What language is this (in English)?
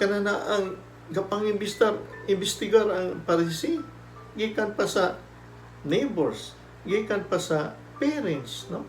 Cebuano